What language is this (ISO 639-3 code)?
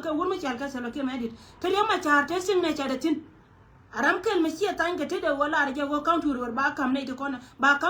nus